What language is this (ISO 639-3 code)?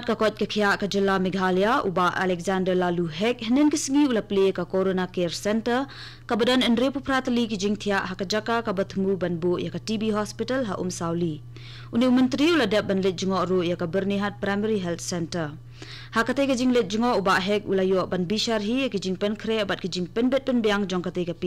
kha